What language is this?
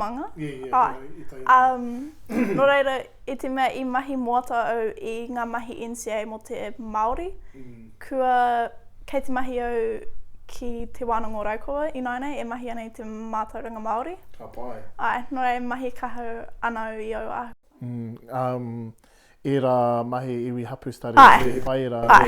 Māori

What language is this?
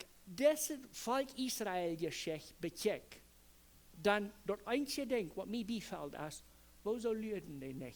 Plautdietsch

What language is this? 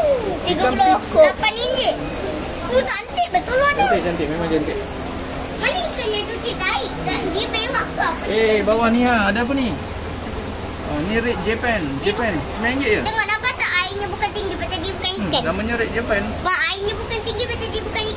Malay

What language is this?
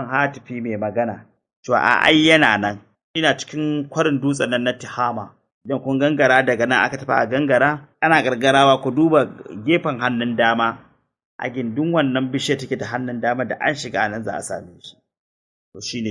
Hausa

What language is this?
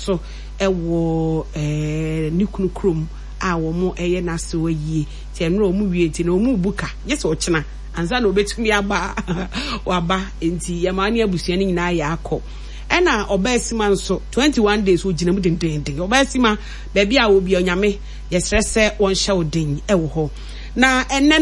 Akan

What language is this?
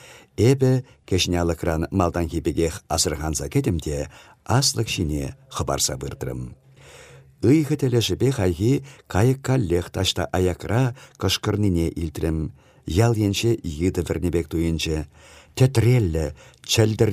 Chuvash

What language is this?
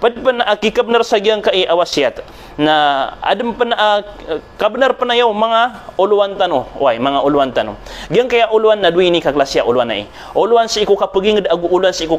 Maranao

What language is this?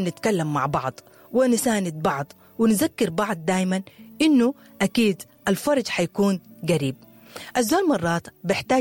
Sudanese Arabic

